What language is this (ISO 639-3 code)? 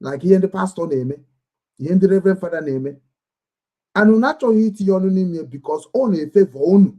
ibo